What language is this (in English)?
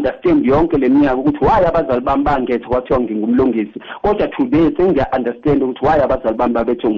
South Ndebele